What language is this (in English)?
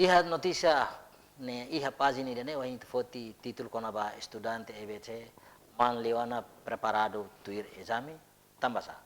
Tetum